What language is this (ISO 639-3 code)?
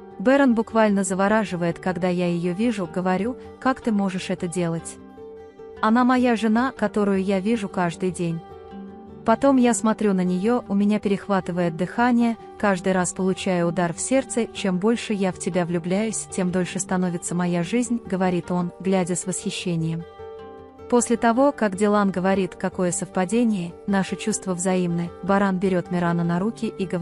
rus